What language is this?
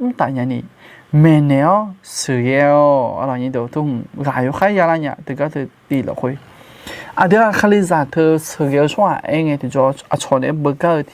Akha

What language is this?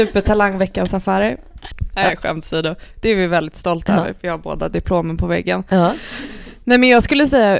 Swedish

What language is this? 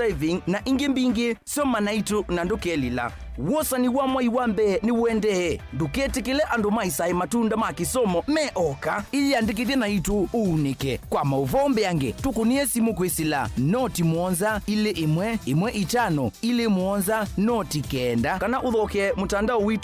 Kamba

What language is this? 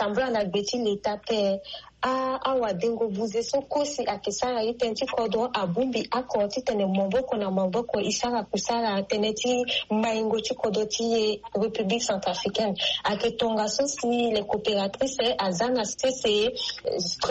Sango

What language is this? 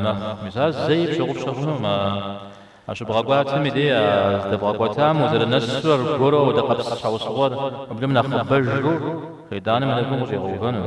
Kabardian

